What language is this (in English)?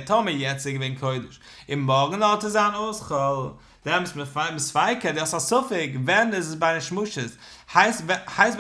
Yiddish